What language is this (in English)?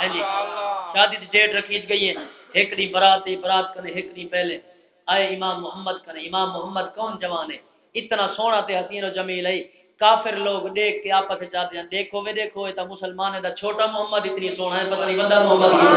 Saraiki